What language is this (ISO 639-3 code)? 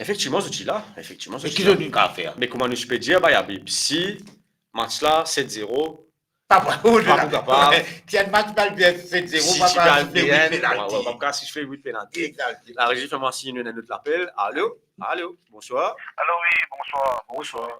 mfe